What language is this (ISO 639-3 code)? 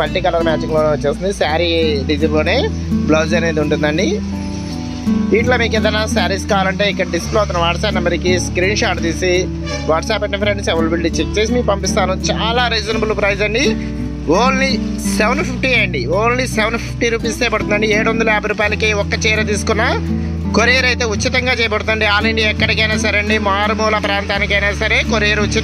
tel